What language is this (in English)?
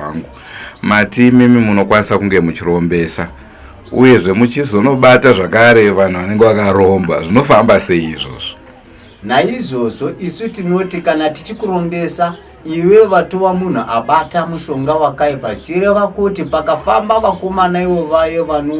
Shona